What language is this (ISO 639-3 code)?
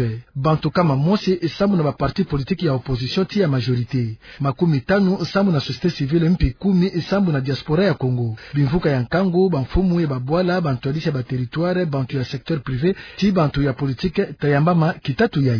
ktu